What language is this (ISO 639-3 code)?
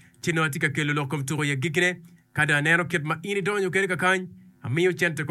ach